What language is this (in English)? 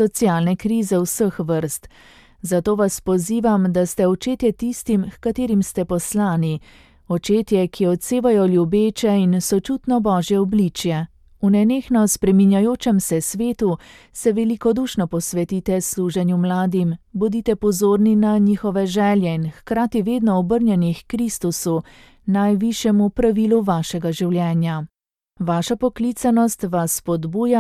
Slovenian